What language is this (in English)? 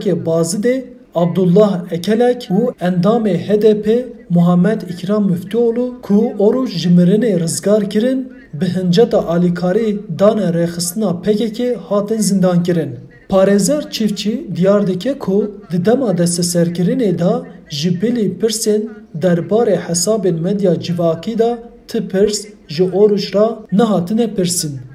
Kurdish